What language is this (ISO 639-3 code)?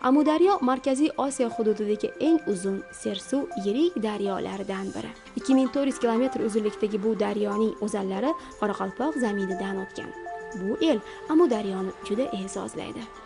kaa